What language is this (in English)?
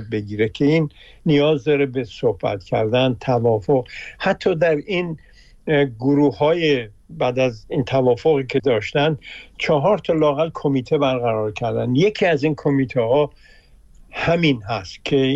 Persian